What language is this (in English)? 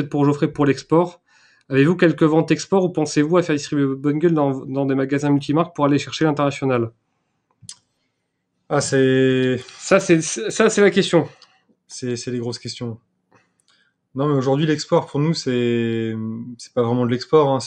French